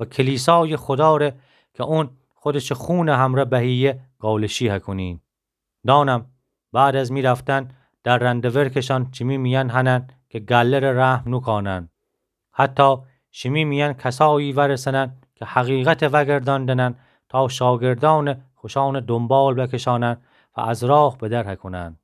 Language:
Gilaki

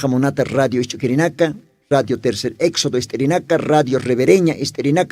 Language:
Aymara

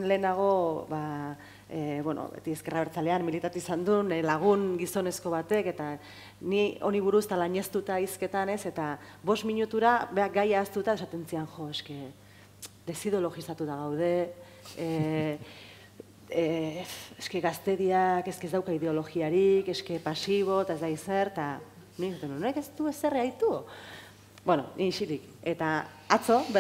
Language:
Basque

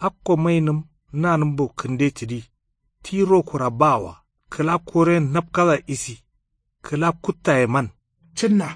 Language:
Kanuri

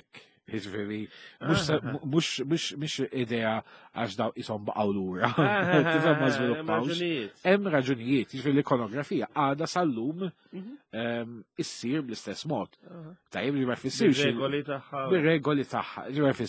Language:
Maltese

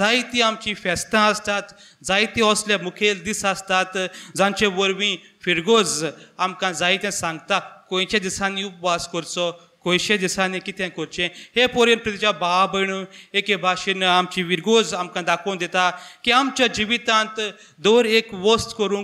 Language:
Konkani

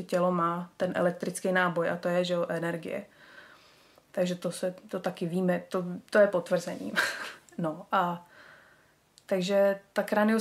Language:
Czech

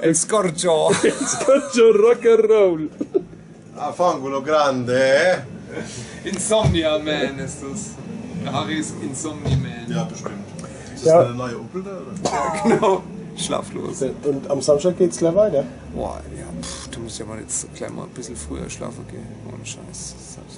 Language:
Palatine German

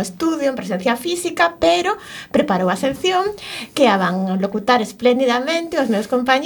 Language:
Galician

